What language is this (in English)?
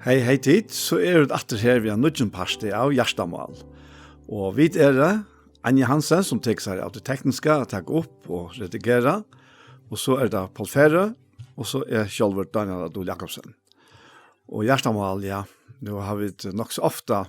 Faroese